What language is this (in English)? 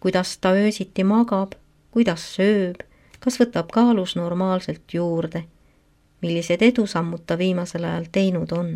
Estonian